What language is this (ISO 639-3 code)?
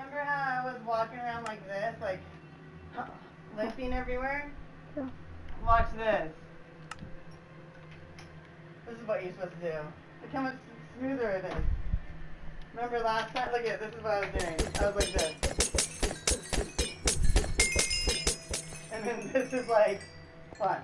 eng